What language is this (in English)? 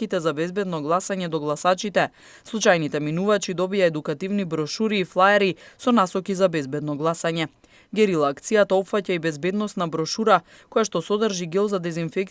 Macedonian